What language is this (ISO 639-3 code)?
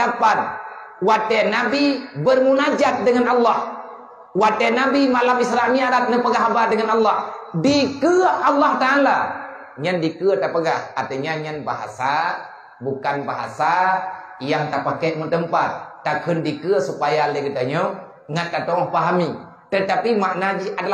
ace